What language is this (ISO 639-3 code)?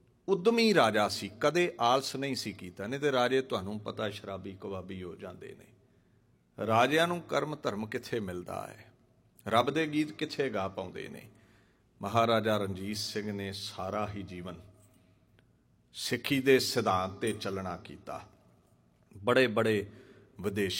pan